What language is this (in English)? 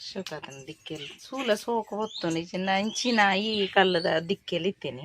Tulu